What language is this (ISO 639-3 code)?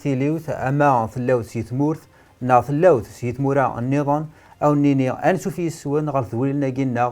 kab